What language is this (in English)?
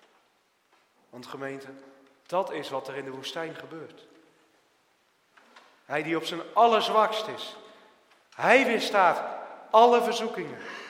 Dutch